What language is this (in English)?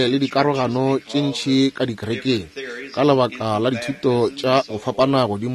Northern Sotho